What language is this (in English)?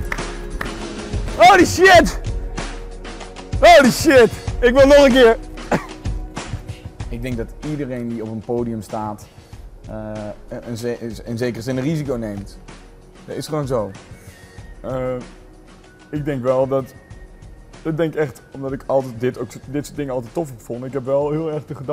Dutch